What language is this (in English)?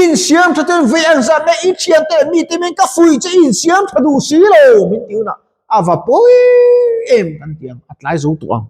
Mizo